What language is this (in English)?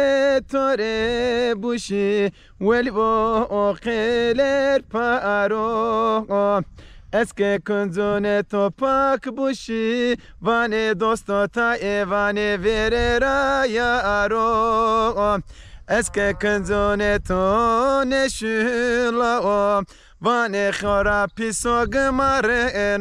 Zaza